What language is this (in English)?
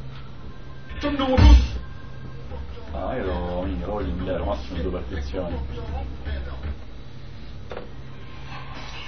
Italian